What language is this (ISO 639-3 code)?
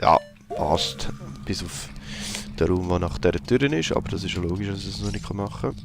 gsw